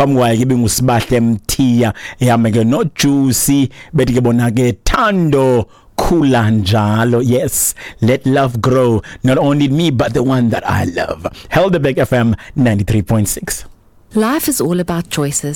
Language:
Xhosa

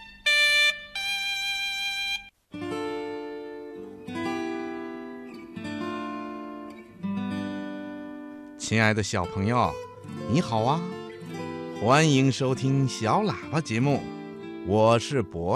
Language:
Chinese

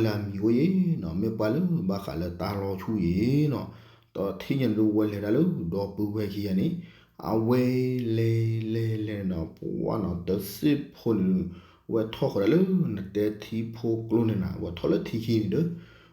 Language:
S'gaw Karen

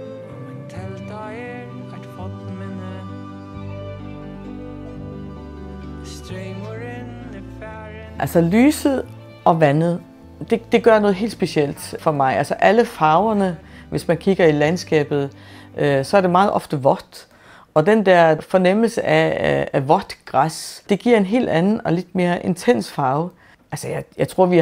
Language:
Danish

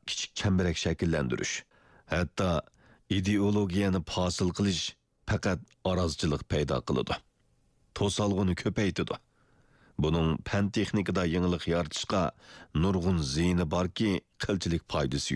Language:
Uyghur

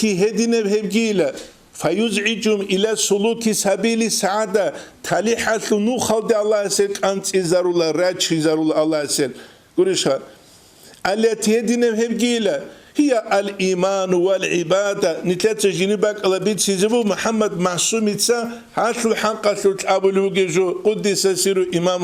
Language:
Avaric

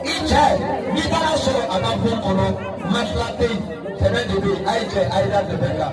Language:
Bambara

